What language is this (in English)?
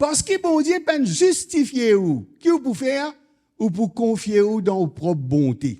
Morisyen